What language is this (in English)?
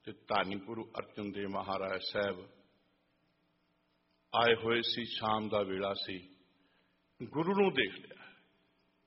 Punjabi